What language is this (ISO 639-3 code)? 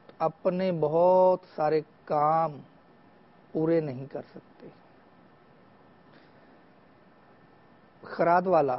urd